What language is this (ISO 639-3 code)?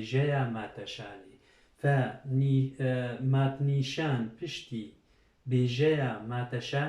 kur